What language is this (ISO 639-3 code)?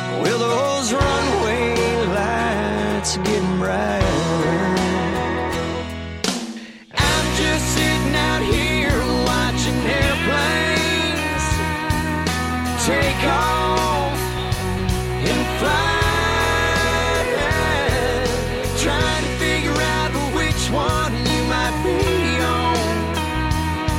eng